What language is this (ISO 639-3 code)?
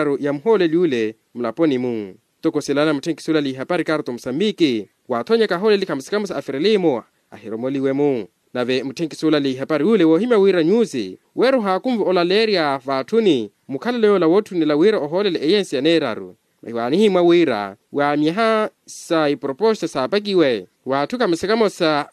vmw